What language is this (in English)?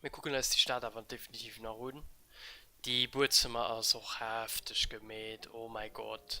Luxembourgish